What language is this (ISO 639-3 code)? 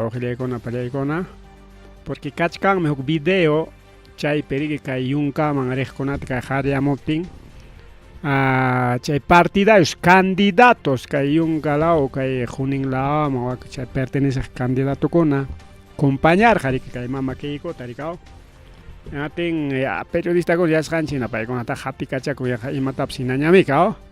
quy